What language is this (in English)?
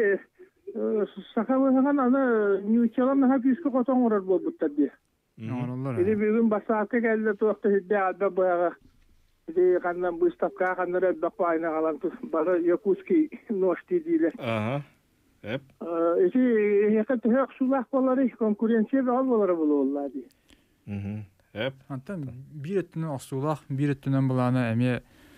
Yakut